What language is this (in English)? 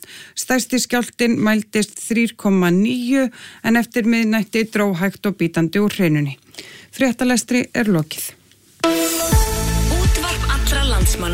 Icelandic